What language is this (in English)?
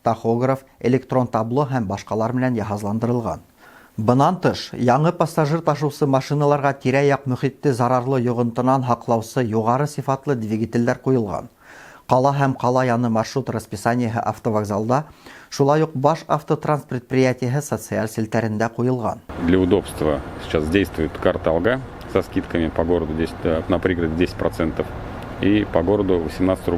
Bashkir